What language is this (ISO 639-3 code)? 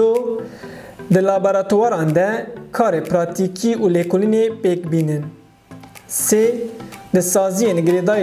kur